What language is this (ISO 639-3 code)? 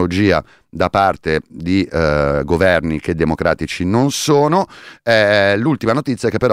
ita